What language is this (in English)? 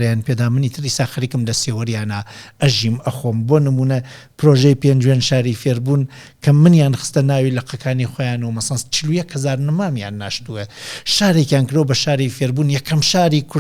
Central Kurdish